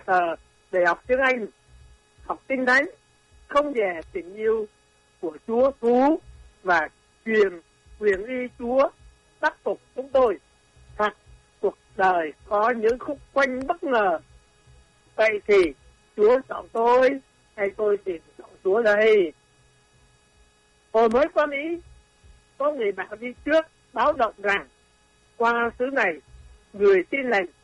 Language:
Vietnamese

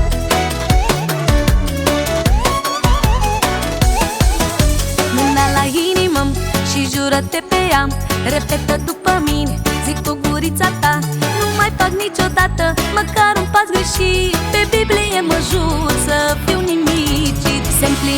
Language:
Romanian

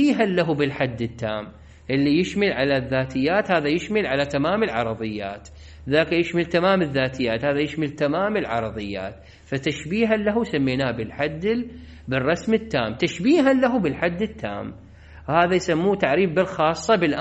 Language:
Mesopotamian Arabic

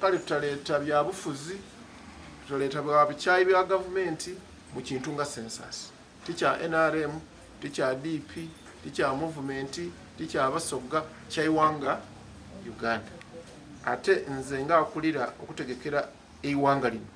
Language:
Soga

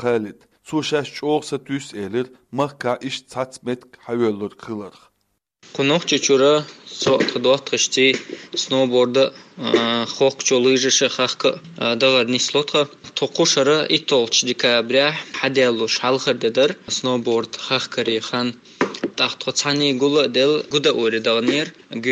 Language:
Chechen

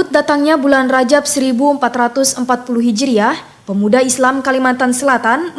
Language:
Banjar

